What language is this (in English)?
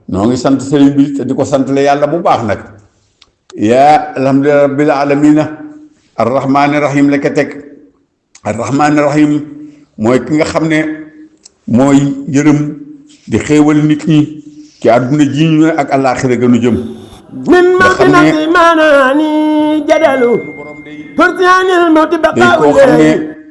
Wolof